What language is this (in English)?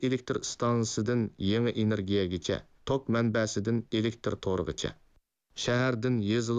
Uyghur